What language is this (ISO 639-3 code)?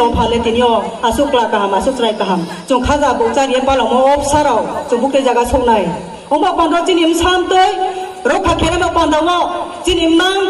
ria